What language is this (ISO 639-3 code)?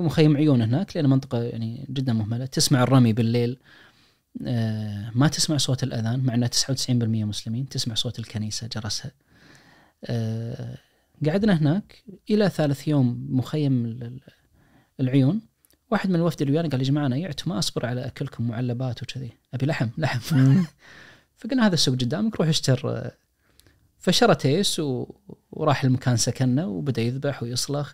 ars